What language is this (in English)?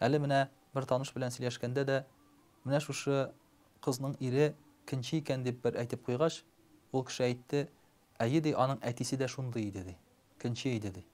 Tatar